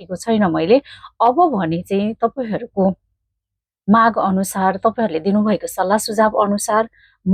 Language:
Nepali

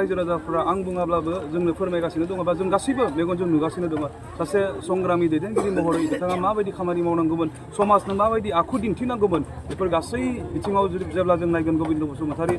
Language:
Bodo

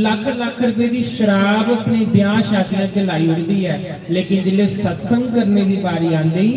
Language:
Dogri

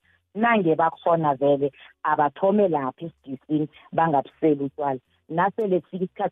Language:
South Ndebele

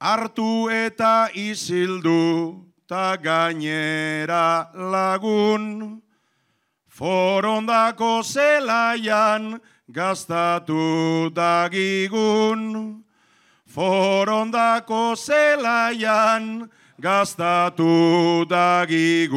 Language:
Basque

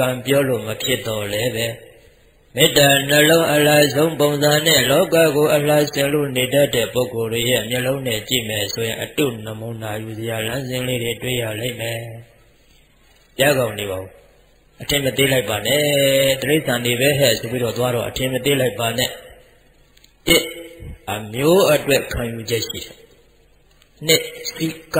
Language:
Burmese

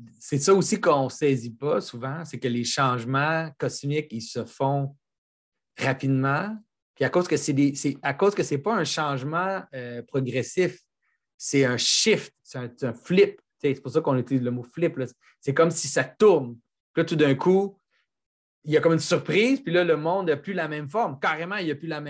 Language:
French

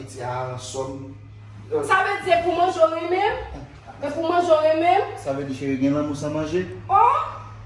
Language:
Haitian Creole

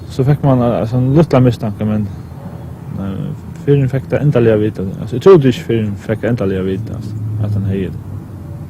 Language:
Faroese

